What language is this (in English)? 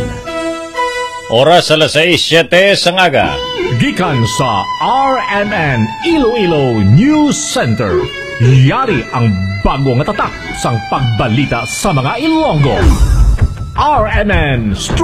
Hiligaynon